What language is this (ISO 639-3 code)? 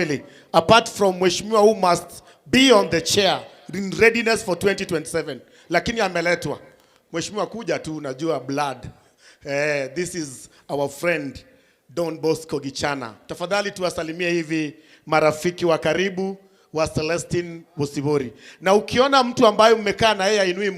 guz